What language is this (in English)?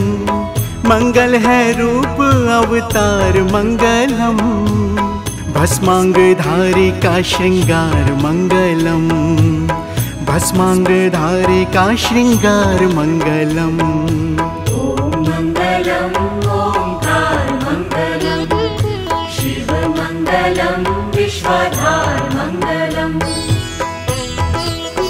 Hindi